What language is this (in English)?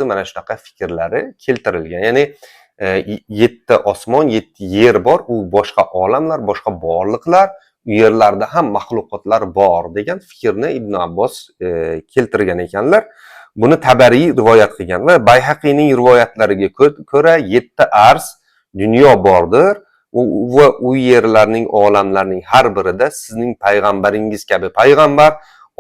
Uzbek